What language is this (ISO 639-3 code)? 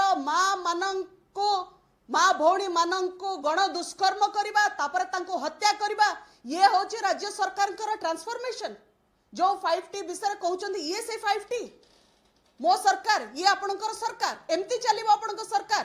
ori